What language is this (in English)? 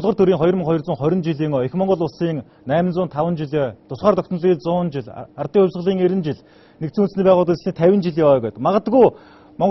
Mongolian